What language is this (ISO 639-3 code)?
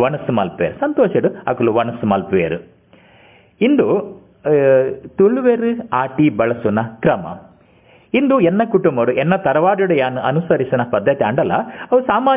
tcy